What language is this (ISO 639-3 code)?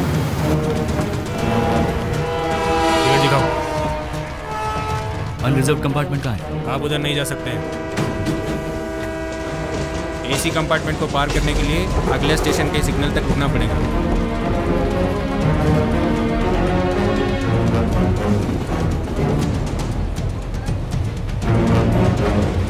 hin